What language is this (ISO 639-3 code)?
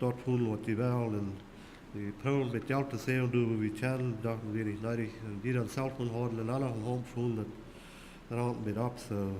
pdt